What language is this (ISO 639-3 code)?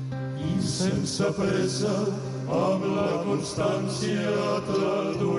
cat